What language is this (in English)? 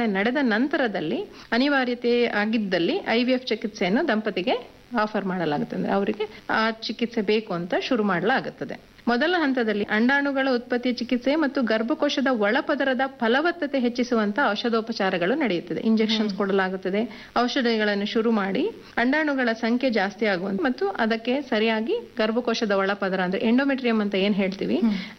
Kannada